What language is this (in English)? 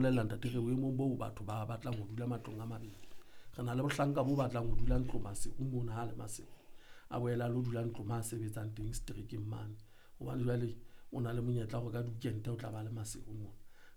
Southern Sotho